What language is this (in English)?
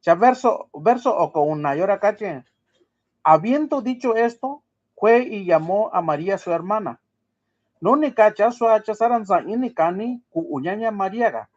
Mixtepec Mixtec